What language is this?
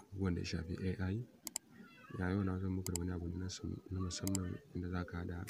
Hausa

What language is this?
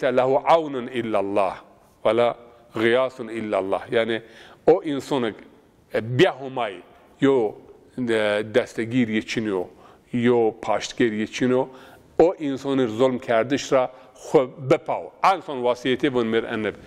Zaza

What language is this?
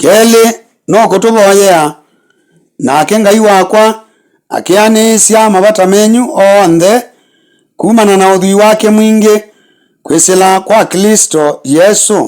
Kamba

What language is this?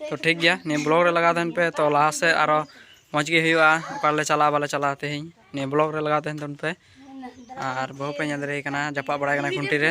Santali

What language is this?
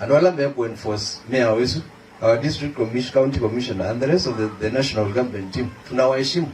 Kamba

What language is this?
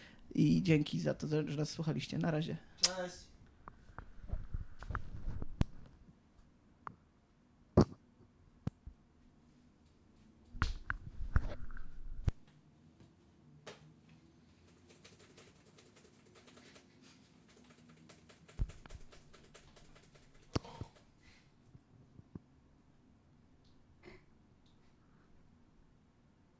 Polish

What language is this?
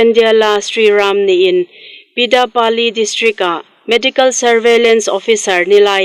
Hmar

